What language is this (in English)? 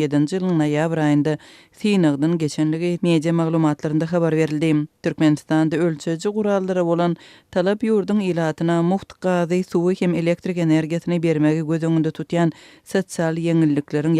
Turkmen